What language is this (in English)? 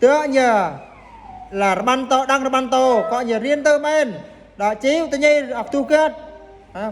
Eastern Bru